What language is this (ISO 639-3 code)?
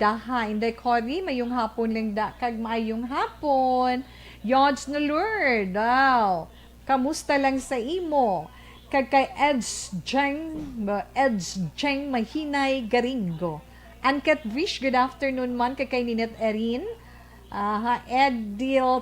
hil